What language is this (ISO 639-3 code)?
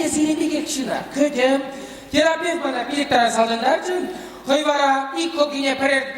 chv